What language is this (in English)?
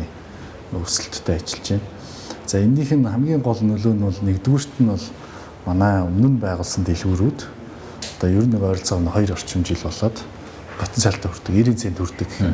Mongolian